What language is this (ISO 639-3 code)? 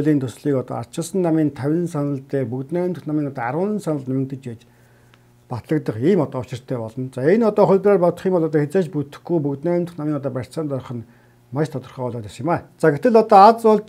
mon